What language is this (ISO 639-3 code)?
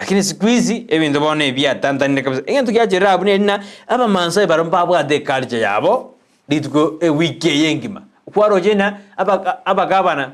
guz